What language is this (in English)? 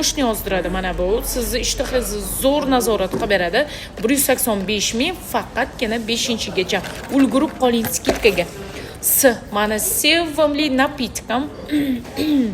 Uzbek